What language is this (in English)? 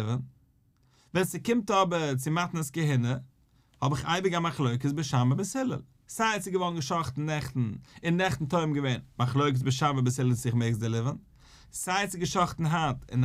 Yiddish